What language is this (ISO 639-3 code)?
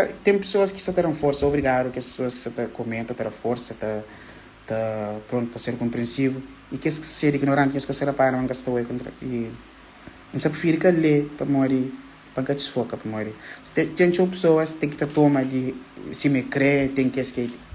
kea